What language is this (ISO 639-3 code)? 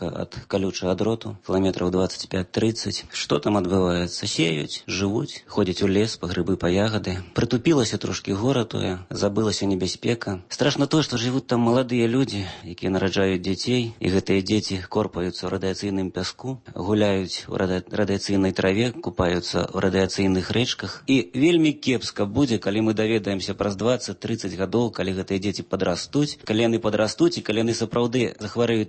bel